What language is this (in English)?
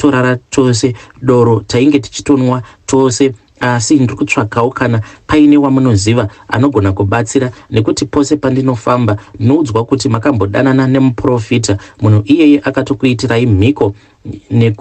Shona